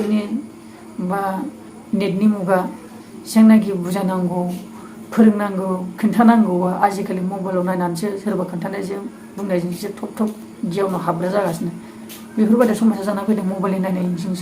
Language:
Bodo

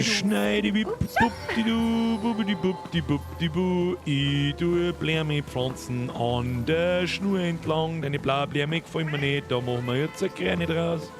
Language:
Bavarian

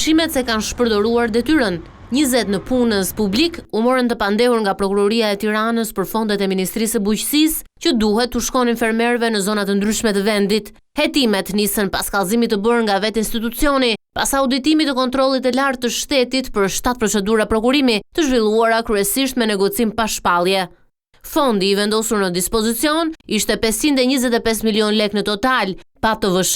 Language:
Albanian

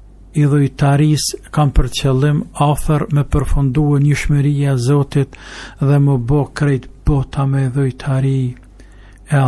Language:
Albanian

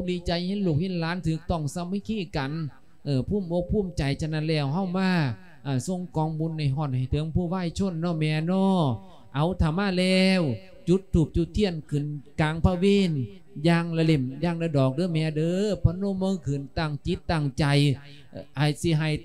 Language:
Lao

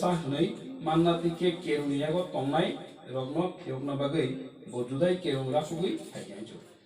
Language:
Kok Borok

